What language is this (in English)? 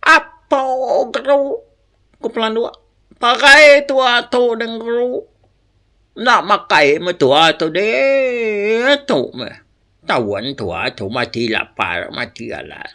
Iban